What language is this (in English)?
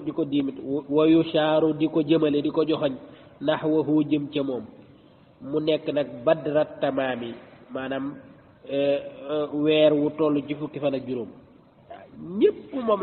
Wolof